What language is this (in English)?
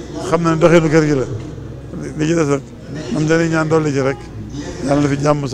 Wolof